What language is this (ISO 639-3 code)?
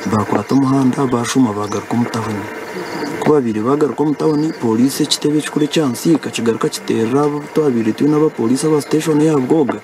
nyn